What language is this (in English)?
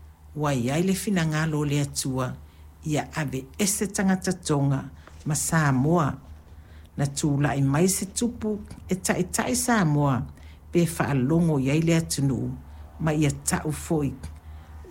Samoan